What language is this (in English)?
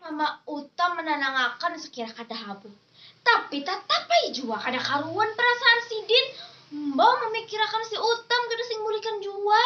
Banjar